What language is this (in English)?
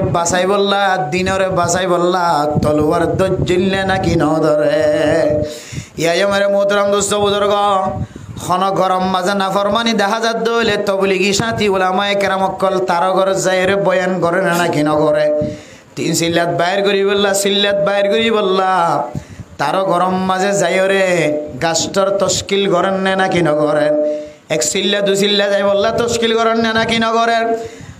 Rohingya